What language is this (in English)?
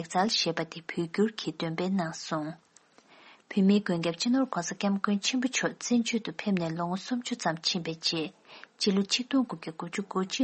Tibetan